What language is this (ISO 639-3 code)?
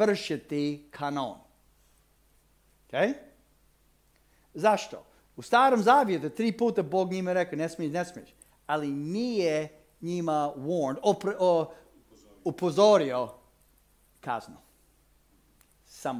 hrv